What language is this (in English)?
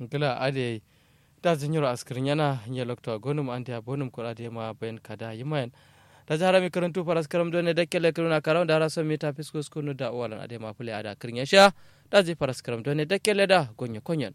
Kanuri